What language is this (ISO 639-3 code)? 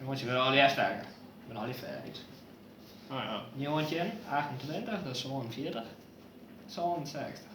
fry